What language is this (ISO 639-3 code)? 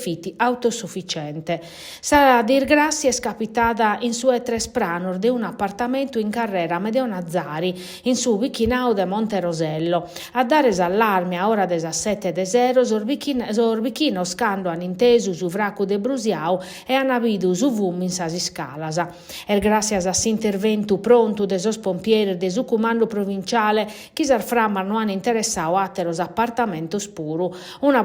srd